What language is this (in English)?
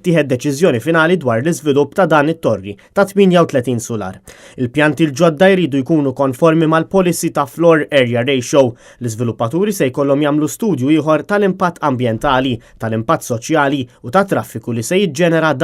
Maltese